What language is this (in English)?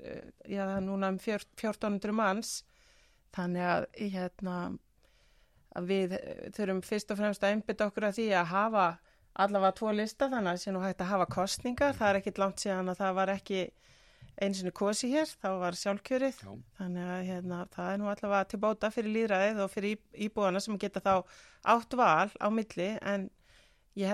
Icelandic